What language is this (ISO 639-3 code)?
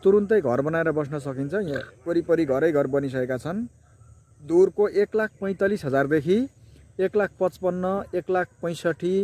nep